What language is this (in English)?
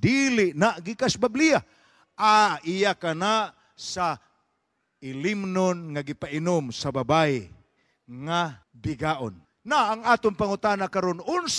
Cebuano